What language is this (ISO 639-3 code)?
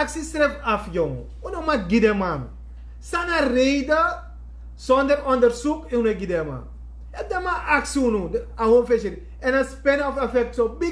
srn